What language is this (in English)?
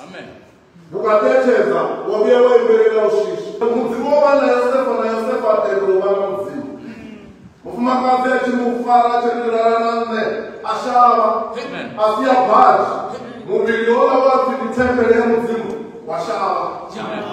Venda